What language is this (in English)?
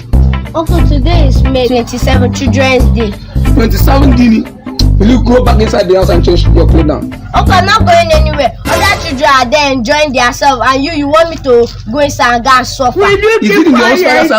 Nigerian Pidgin